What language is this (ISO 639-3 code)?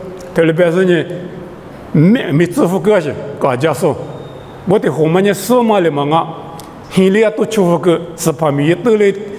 lis